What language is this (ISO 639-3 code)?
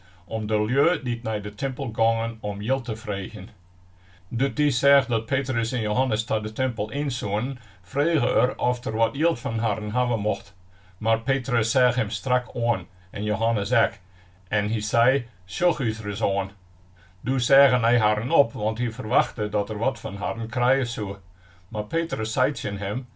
fry